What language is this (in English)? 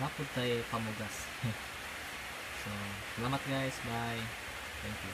Cebuano